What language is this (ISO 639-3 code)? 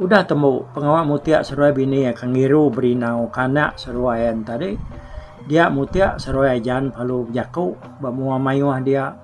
iba